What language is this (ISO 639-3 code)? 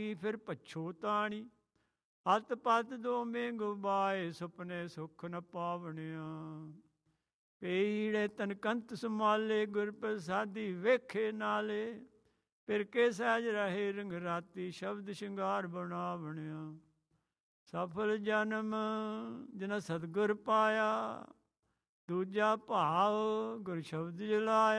pan